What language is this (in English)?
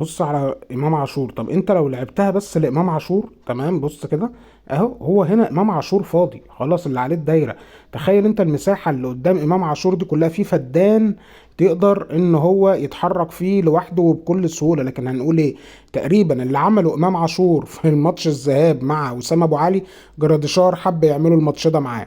Egyptian Arabic